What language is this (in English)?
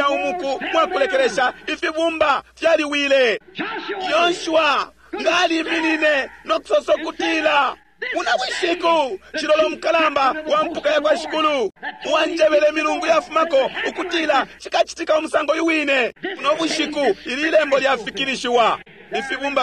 Bemba